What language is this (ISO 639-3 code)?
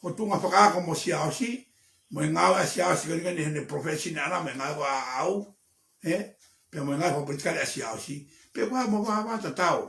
ton